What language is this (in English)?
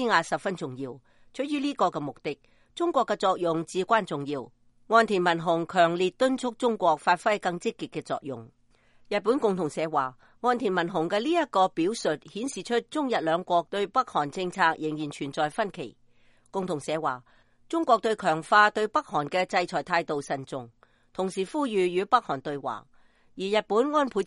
Cantonese